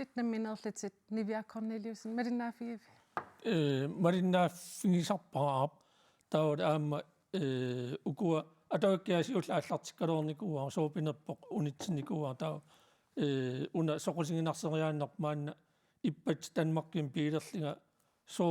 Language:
Kalaallisut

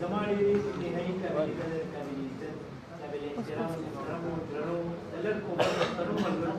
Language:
Pashto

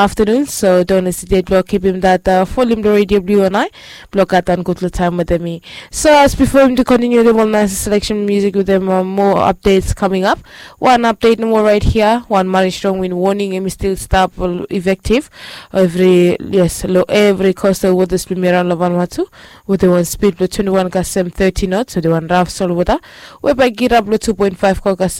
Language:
Bislama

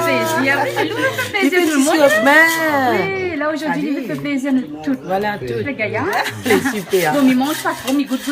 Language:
Réunion Creole French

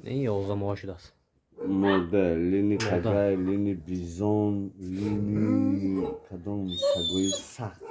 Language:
Tajik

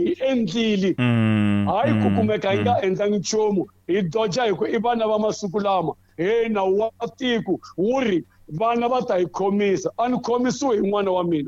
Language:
Tsonga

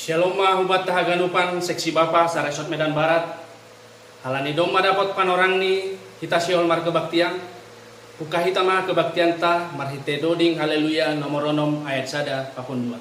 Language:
Batak Simalungun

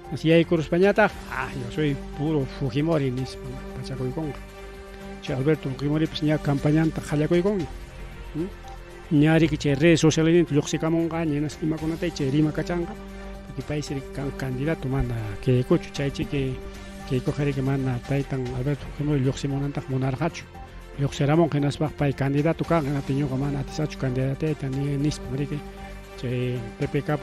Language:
Ayacucho Quechua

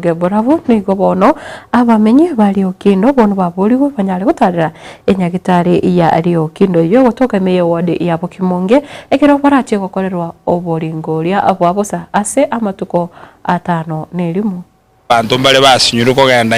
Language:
Gusii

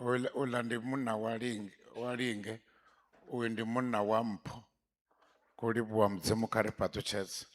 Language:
Venda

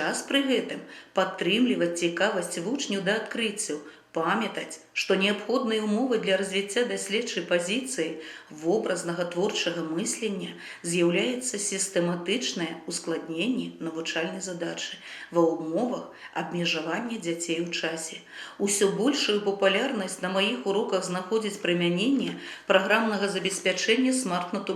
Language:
Belarusian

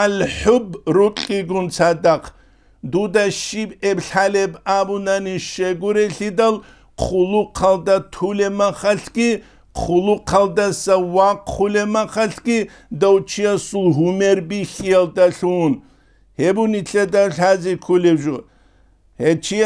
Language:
Avaric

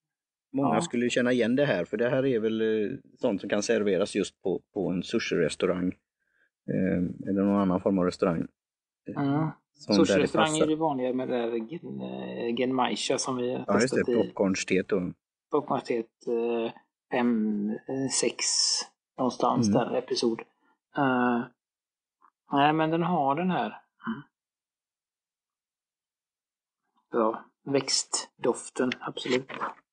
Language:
Swedish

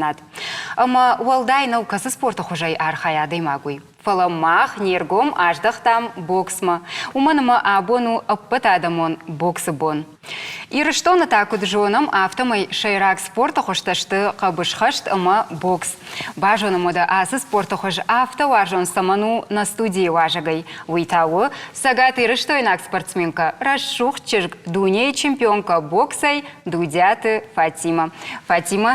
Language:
Ossetic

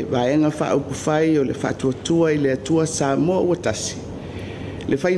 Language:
Samoan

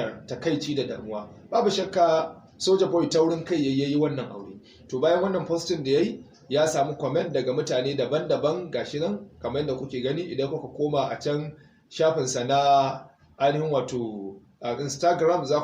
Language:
Hausa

